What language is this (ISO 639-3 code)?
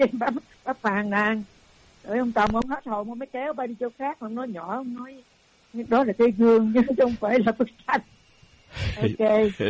vie